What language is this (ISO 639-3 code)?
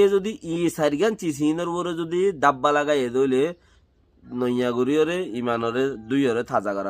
rhg